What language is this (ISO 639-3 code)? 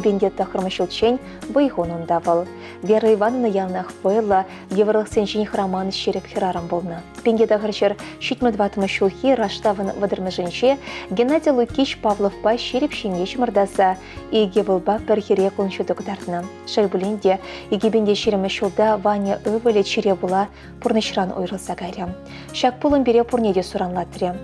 chv